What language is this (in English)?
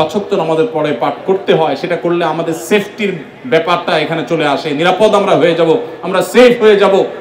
Bangla